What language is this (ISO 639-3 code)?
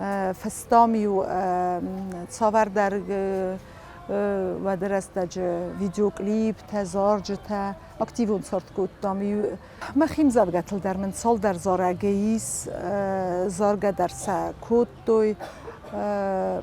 oss